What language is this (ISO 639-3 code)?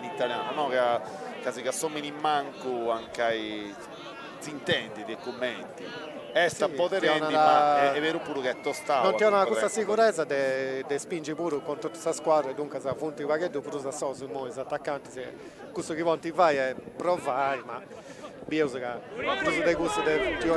srd